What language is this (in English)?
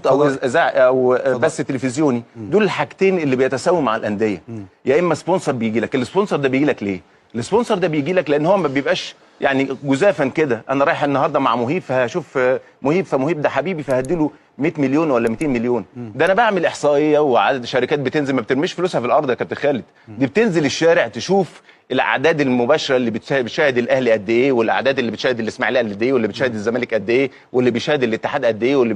Egyptian Arabic